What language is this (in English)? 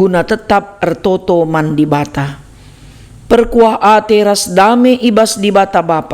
Batak Karo